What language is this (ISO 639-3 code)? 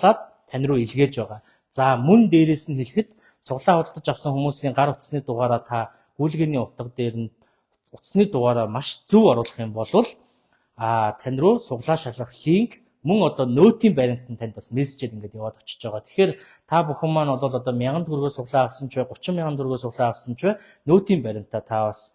mon